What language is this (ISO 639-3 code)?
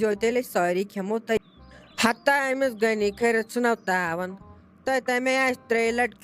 kas